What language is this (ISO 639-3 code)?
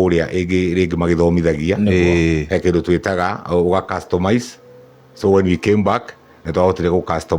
kik